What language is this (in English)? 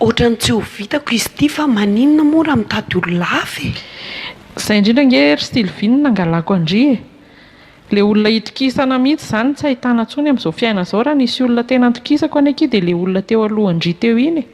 Malagasy